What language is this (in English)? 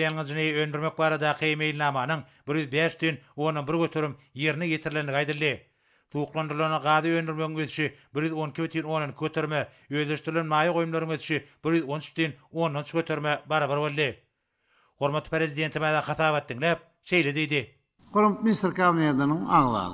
Turkmen